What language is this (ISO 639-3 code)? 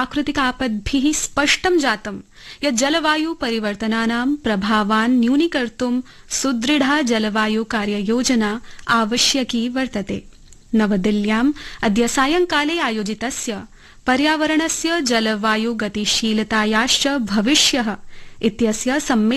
san